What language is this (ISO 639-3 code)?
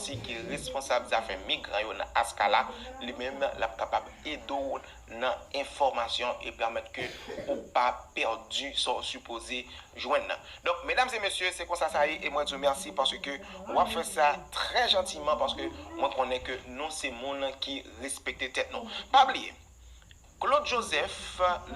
hat